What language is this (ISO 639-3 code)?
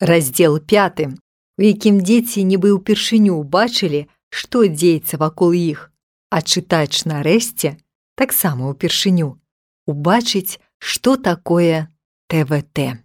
bel